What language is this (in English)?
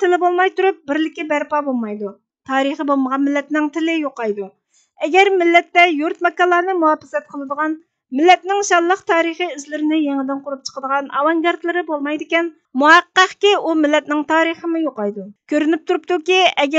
Uyghur